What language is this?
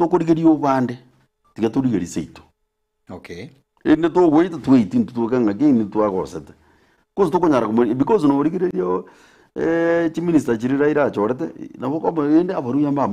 Gusii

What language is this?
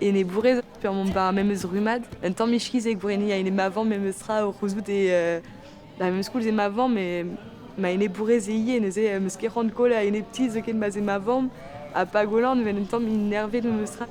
Breton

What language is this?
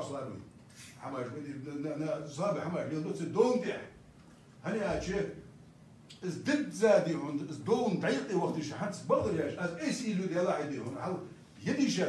Ingush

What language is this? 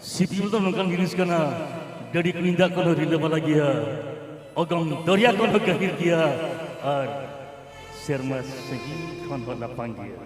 Santali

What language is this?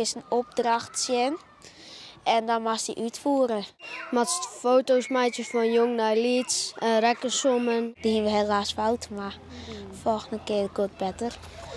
Western Frisian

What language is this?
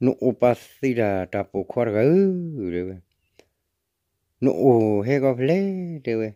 S'gaw Karen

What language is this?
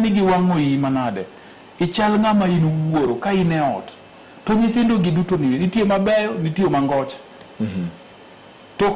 Luo (Kenya and Tanzania)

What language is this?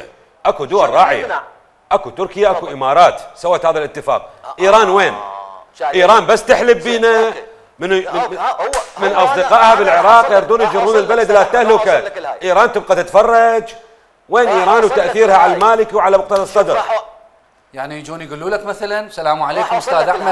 Mesopotamian Arabic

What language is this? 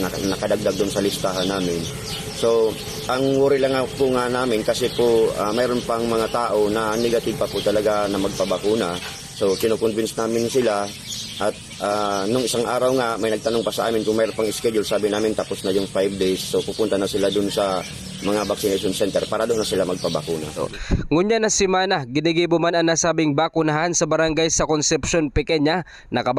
Bikol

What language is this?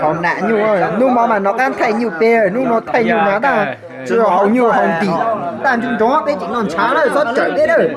Hmong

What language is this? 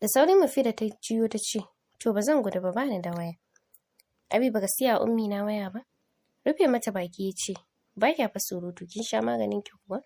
Hausa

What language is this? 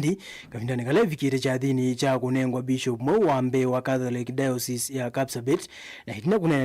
Kamba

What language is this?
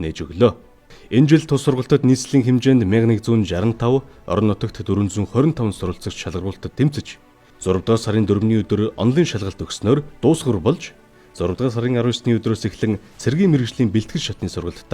Mongolian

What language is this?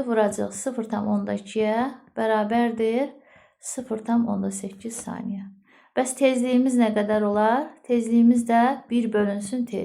Azerbaijani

